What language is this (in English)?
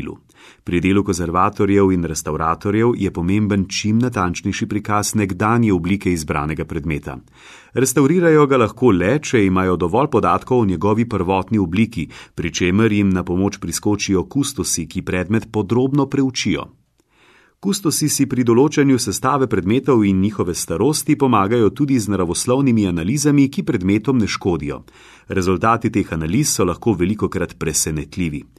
Slovenian